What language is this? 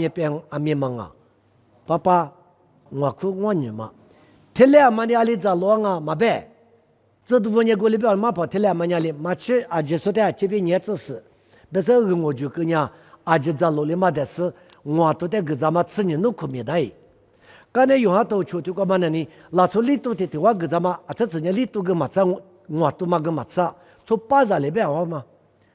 Lisu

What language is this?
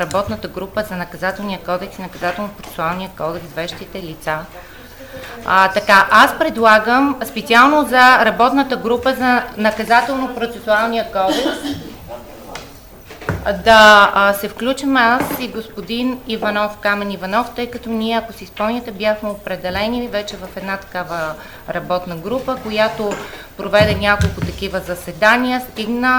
Bulgarian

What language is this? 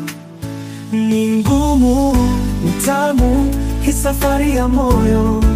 Swahili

